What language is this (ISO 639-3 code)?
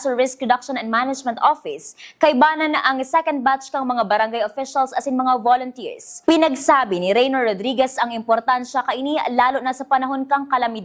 bik